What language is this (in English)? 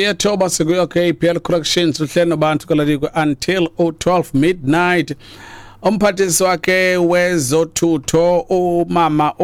Xhosa